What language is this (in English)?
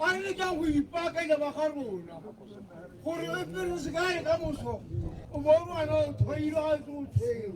Tswana